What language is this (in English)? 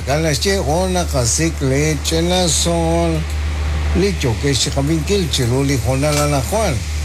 Kekchí